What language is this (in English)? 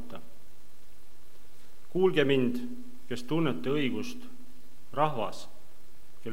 Estonian